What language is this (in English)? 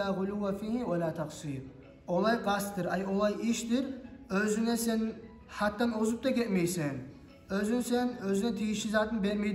Kumyk